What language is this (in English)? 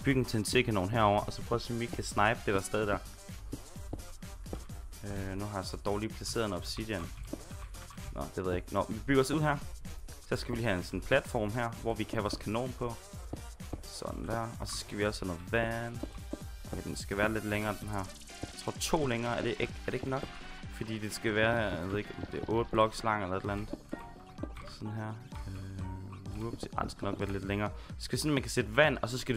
Danish